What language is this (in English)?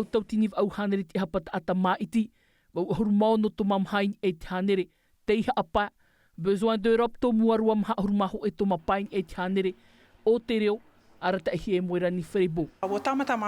Tahitian